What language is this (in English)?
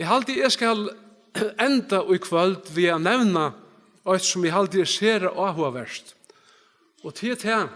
Faroese